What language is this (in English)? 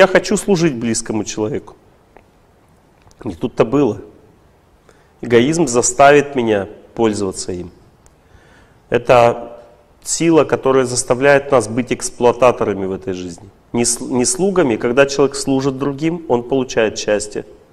Russian